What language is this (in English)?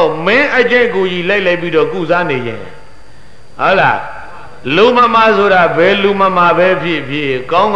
Burmese